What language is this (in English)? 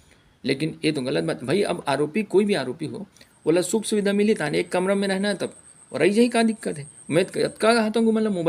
Chhattisgarhi